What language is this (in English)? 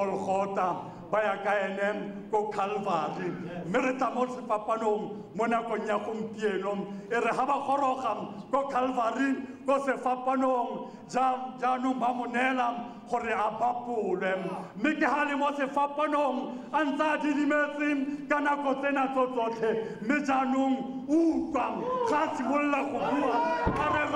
Tswana